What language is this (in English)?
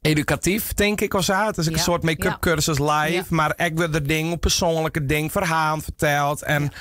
Western Frisian